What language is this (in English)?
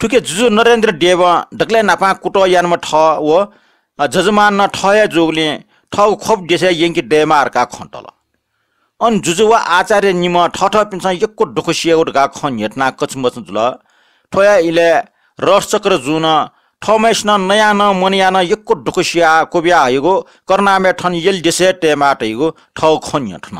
Newari